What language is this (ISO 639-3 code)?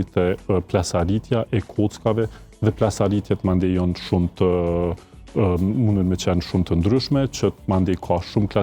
sqi